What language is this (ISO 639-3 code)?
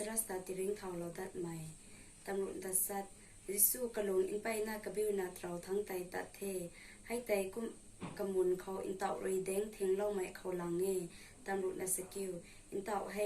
nbu